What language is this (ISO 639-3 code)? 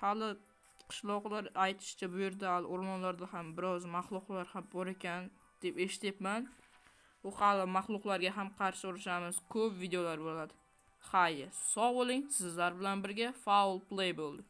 uzb